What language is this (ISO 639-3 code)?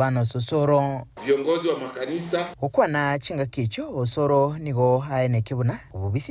guz